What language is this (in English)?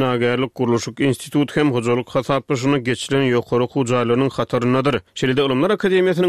Turkmen